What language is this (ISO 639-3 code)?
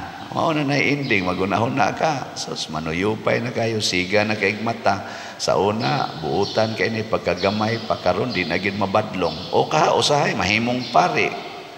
ceb